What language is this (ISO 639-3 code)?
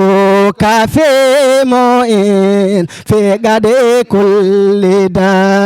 ful